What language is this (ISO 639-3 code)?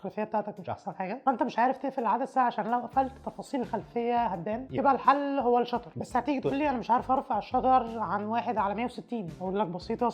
arz